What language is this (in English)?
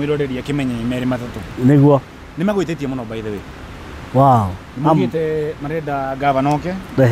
Kikuyu